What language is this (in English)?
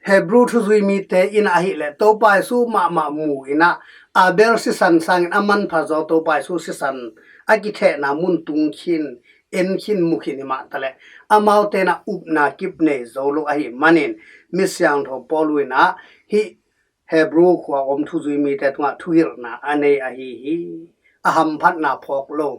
Tedim Chin